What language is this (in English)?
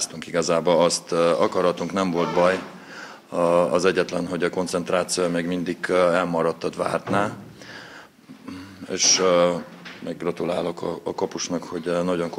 Hungarian